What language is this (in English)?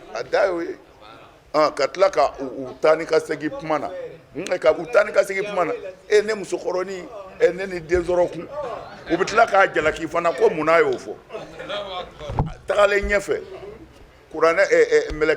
Bambara